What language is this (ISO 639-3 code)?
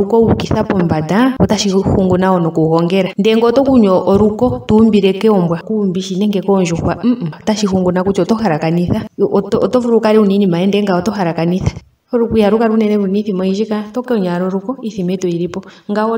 ndo